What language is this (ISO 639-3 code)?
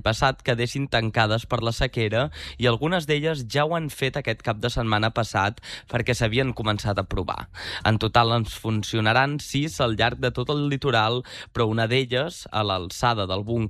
cat